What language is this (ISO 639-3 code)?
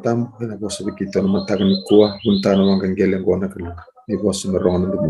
fij